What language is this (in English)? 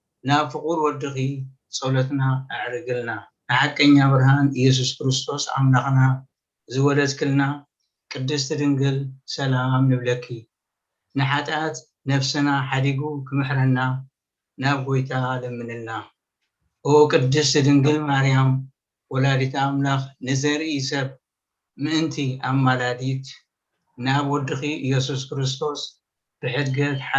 Tigrinya